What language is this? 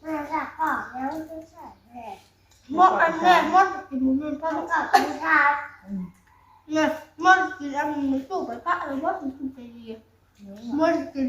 Northeastern Thai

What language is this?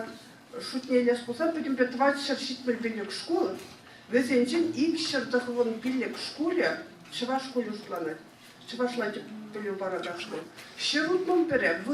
Chuvash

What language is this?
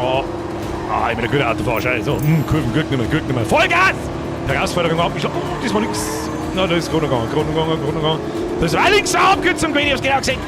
Bavarian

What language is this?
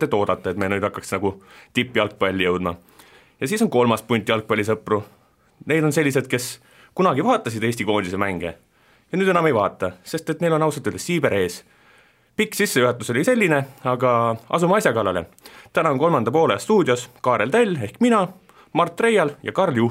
Estonian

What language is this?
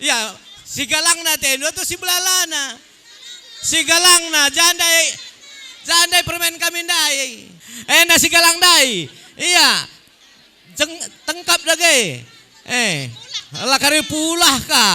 Batak Karo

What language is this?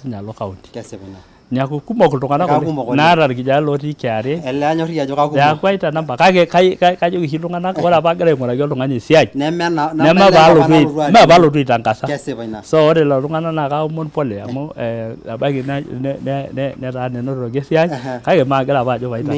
Masai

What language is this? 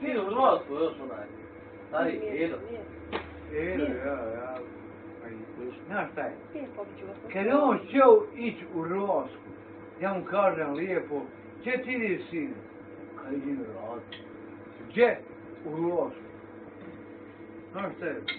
Bosnian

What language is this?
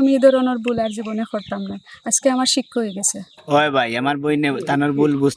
Sylheti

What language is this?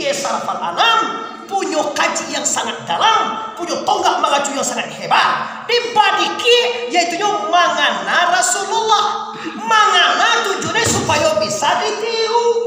Minangkabau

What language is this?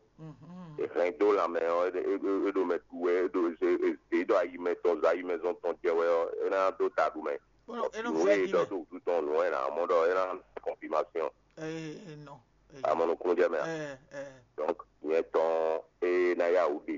Fon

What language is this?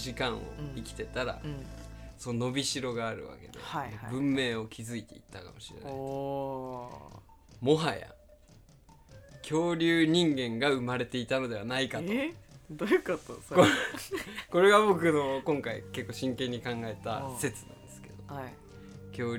Japanese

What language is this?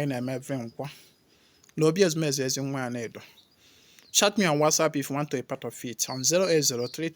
Igbo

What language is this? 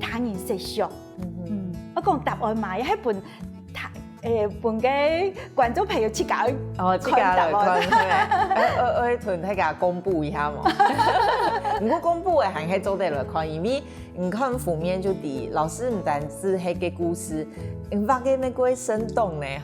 Hakka Chinese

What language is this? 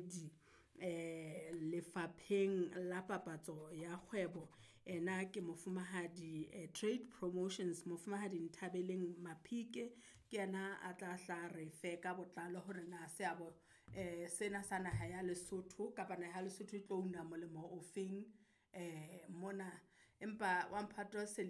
Southern Sotho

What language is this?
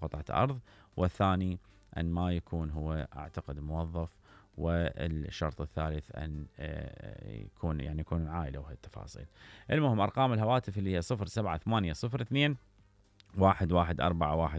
Mesopotamian Arabic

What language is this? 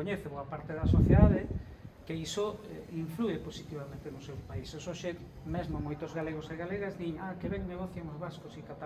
Galician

